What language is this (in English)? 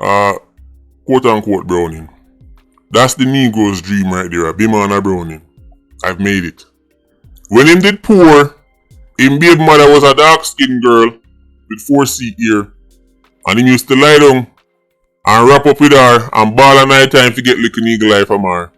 Jamaican Creole English